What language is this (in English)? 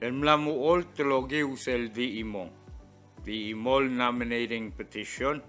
Palauan